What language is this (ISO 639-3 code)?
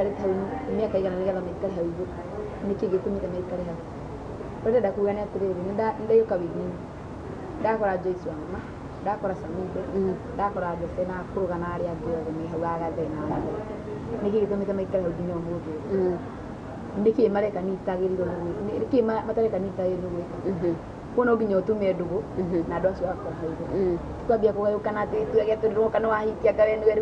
kik